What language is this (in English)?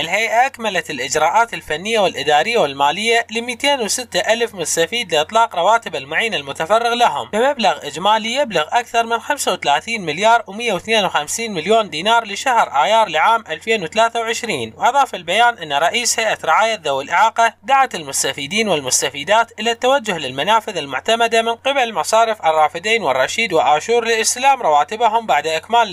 Arabic